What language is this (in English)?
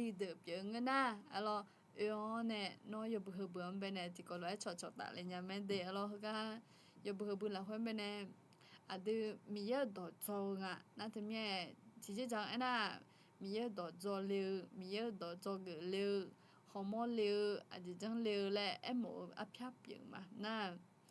Akha